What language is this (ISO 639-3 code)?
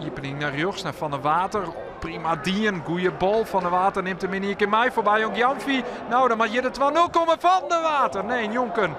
fry